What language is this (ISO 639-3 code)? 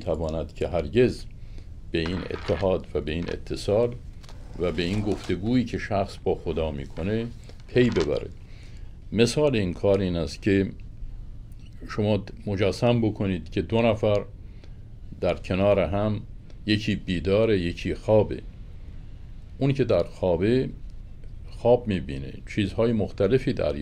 fas